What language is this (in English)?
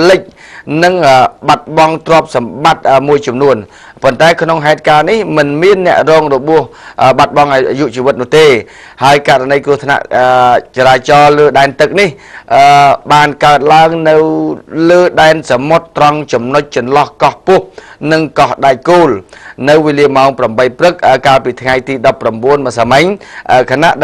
Khmer